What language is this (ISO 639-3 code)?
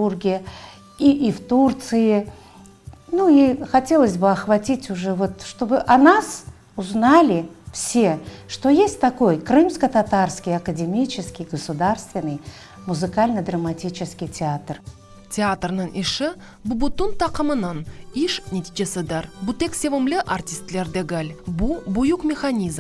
crh